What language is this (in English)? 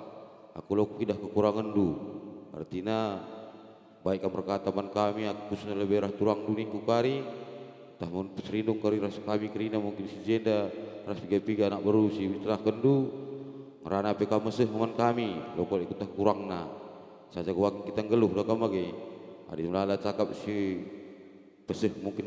Batak Karo